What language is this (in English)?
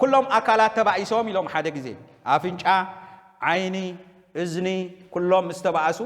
Tigrinya